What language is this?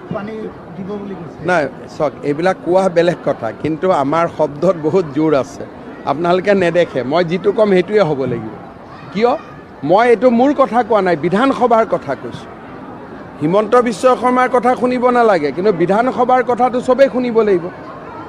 Assamese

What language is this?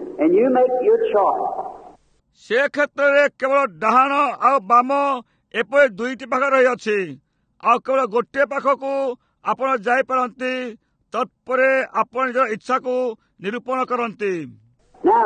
Odia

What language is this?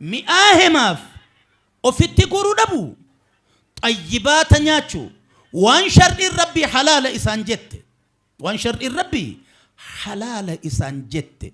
Oromo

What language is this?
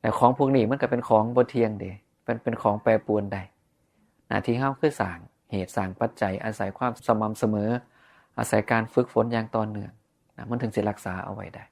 Northeastern Thai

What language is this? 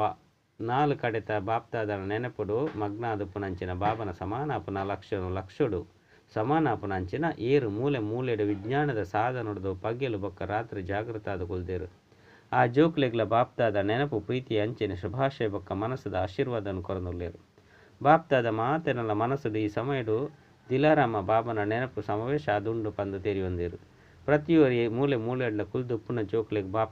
Tulu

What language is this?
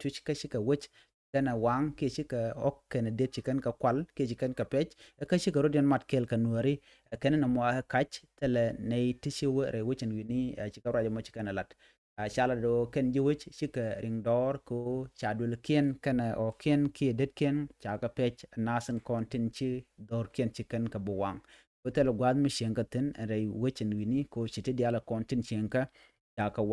Nuer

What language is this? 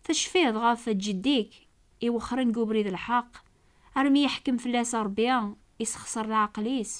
Kabyle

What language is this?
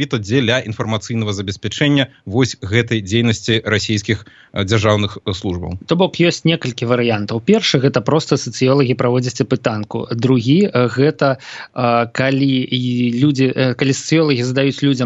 Belarusian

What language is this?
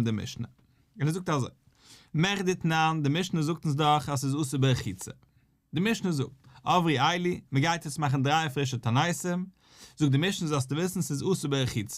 Yiddish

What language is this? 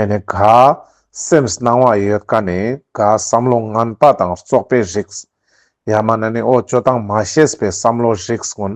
Ladakhi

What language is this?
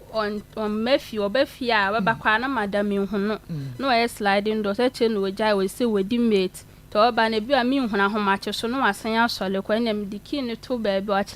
Akan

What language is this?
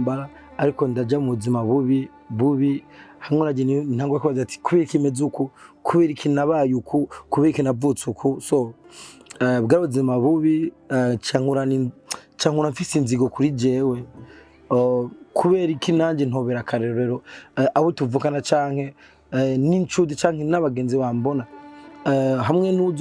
Rundi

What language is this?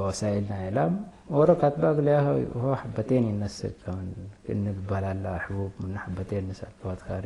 Tigre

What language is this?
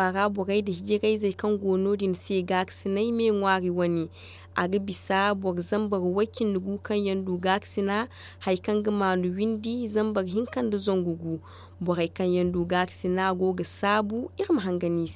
Zarma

